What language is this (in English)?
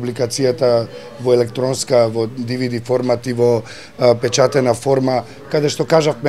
Macedonian